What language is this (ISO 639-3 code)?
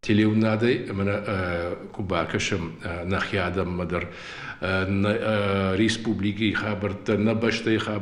oss